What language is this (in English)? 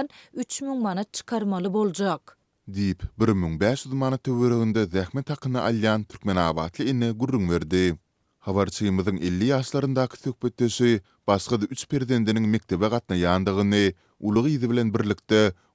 Turkmen